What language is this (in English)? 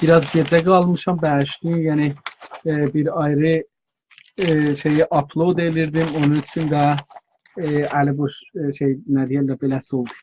South Azerbaijani